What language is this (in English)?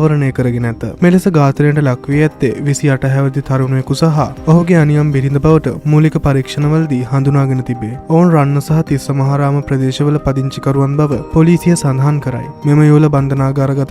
Sinhala